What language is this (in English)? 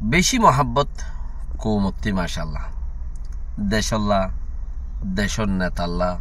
Rohingya